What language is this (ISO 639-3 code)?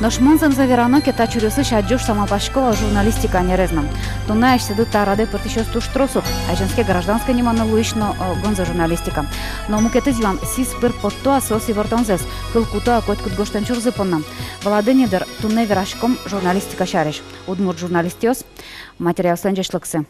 udm